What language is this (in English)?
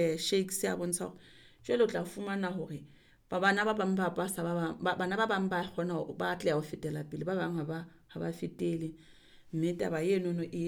Southern Sotho